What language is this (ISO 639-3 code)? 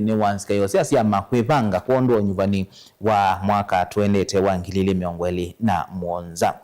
kam